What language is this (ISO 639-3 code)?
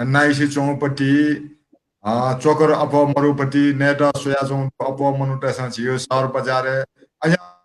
new